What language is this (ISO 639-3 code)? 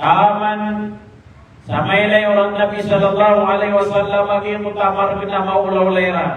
mrw